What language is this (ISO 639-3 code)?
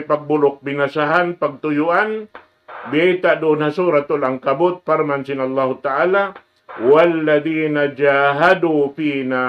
tsg